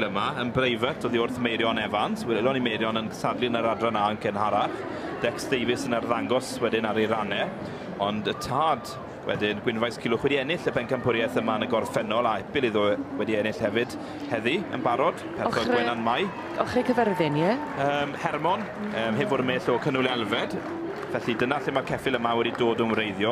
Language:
Welsh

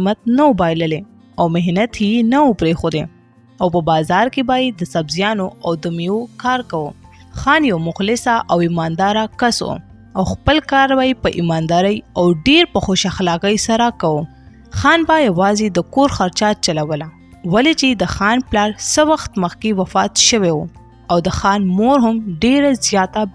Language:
Pashto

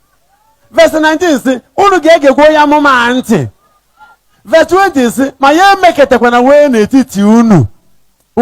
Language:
Igbo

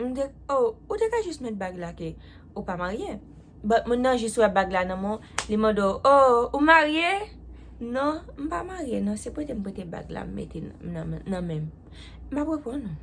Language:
Haitian Creole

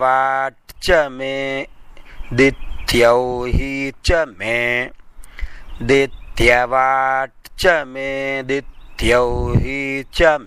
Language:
Sanskrit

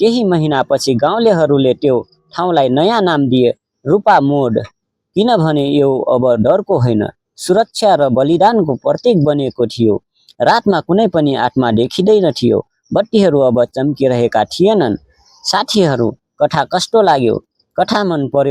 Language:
Nepali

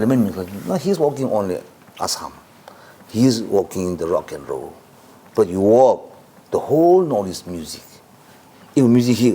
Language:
Tangkhul Naga (India)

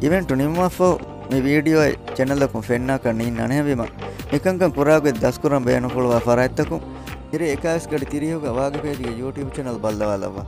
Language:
Divehi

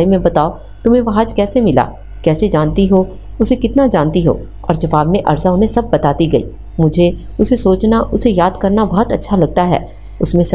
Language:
Urdu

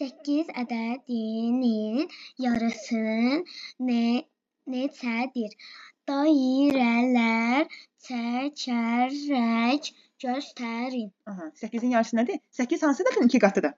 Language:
Azerbaijani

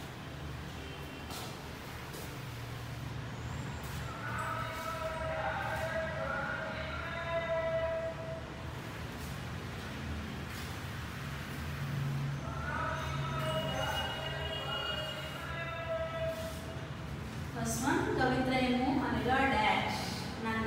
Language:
Telugu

